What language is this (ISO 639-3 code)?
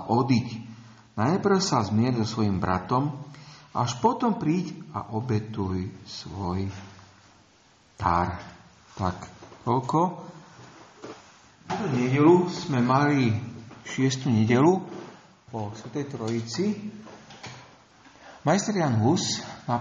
slk